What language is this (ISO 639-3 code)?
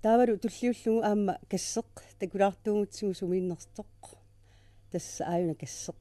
kal